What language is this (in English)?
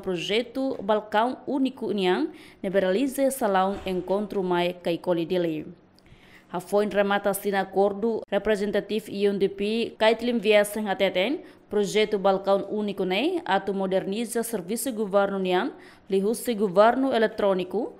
Tetum